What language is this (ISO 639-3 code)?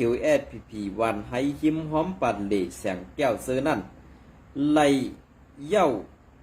shn